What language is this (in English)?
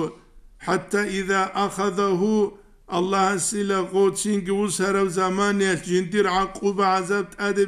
Avaric